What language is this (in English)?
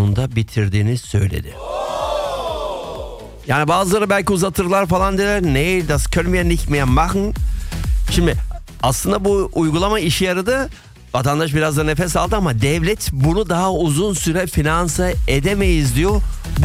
Turkish